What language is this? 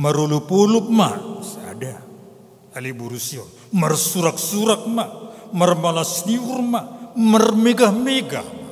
Batak Simalungun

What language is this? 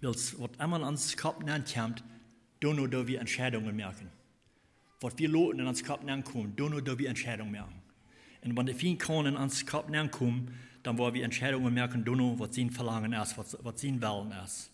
Plautdietsch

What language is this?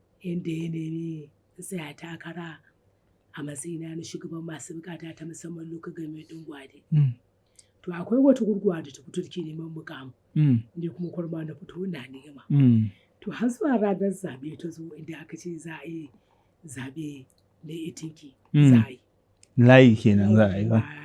Hausa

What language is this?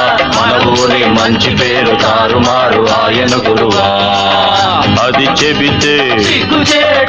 Telugu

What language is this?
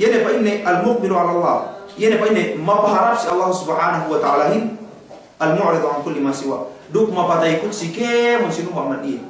Yakan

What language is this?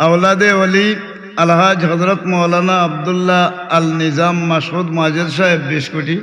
Sylheti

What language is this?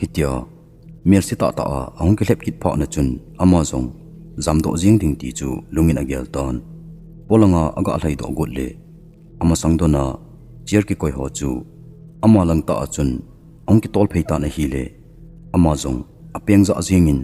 Thado Chin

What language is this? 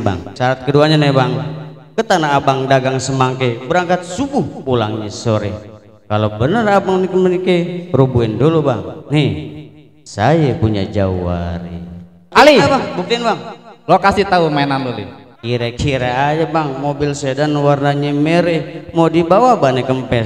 Betawi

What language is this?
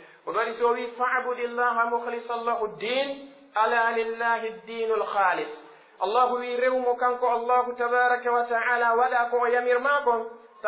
Pular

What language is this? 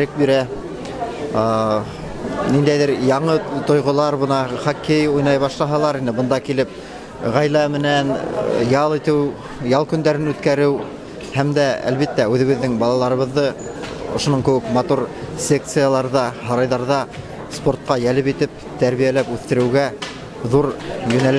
Bashkir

